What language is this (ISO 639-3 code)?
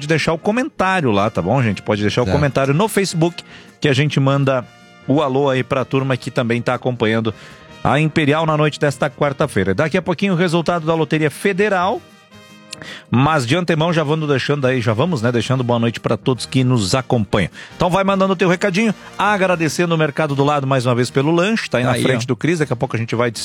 por